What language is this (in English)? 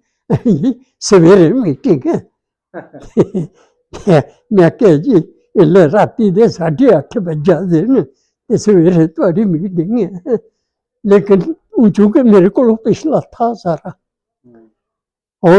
Dogri